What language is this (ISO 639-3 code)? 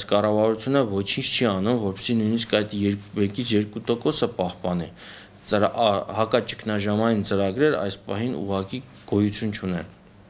hye